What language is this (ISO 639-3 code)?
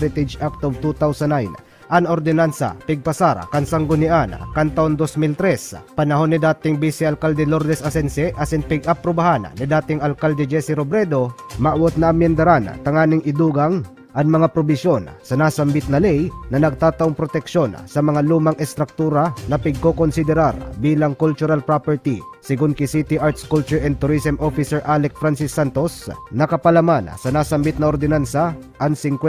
bik